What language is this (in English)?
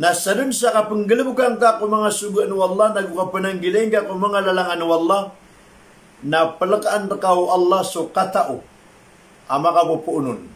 Maranao